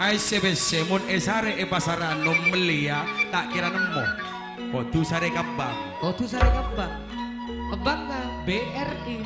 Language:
Madurese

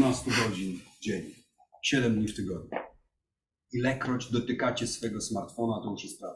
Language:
Polish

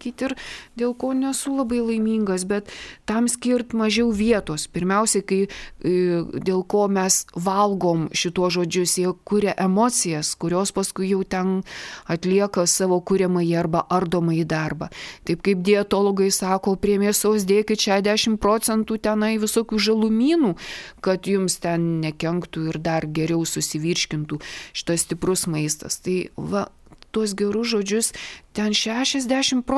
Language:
Lithuanian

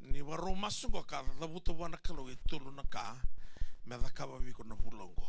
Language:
Fijian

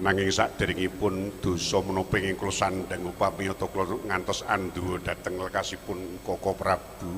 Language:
Javanese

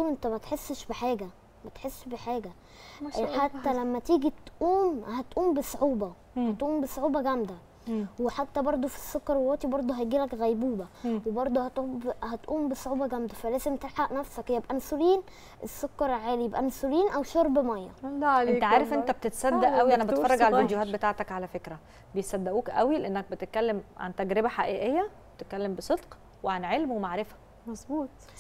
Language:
Egyptian Arabic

